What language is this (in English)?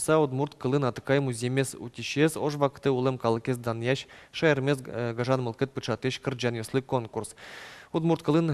Udmurt